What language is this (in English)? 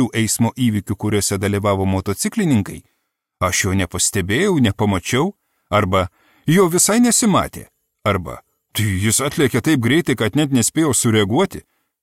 Lithuanian